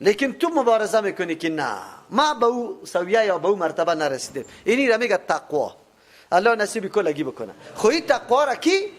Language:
Persian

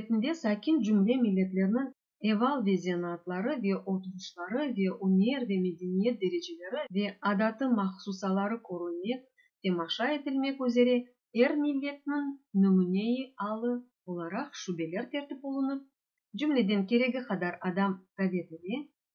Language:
Crimean Tatar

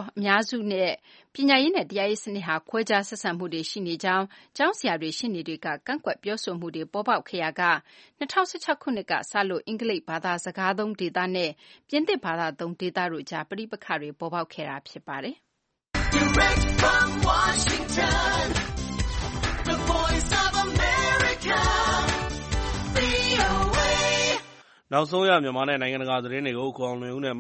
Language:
Burmese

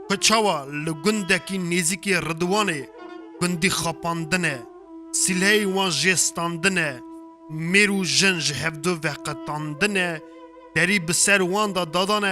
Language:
Kurdish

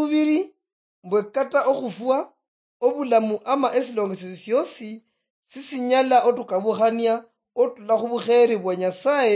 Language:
Luyia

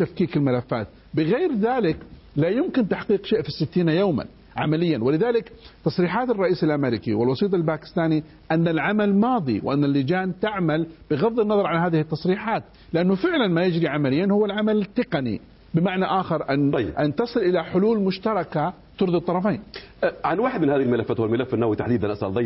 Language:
Arabic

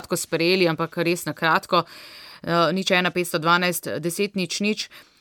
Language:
Slovenian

